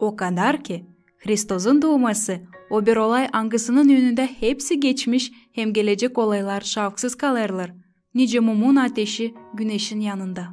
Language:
Gagauz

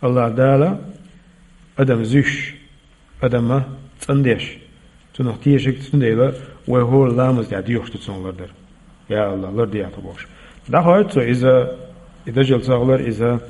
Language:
Chechen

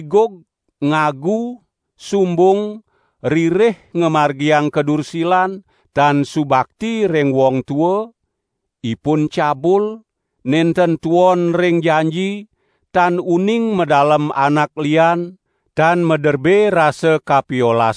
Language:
Balinese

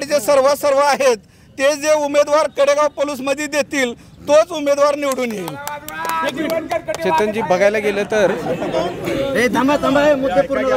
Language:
Marathi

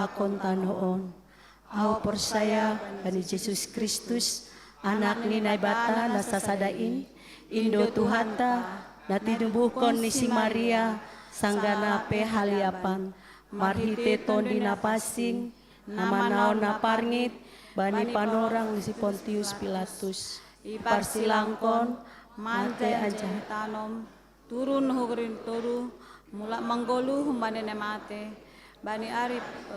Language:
Batak Simalungun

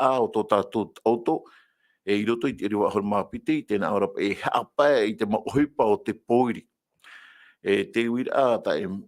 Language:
Tahitian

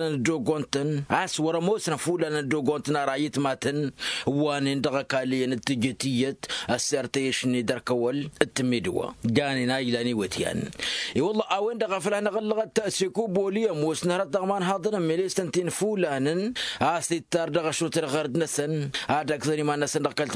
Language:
Tamasheq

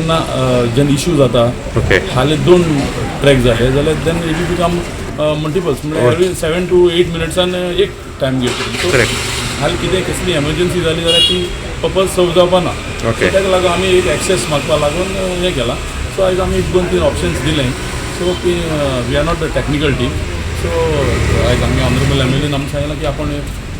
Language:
Konkani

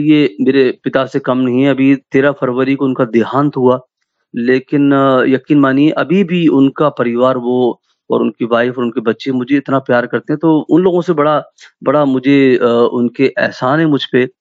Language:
Hindi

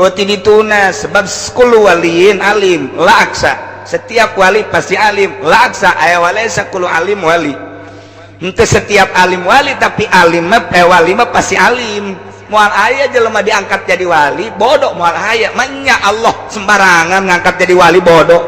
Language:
Sundanese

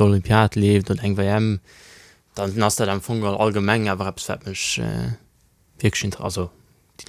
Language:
Luxembourgish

